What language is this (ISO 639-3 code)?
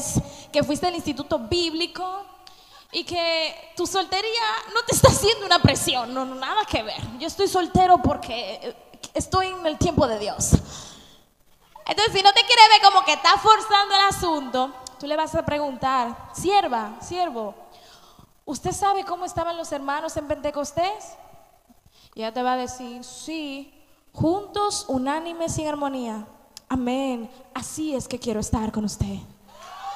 spa